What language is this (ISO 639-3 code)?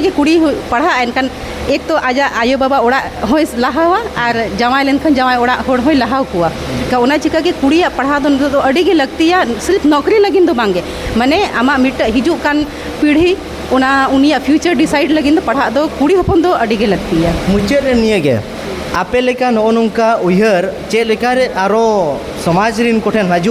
sat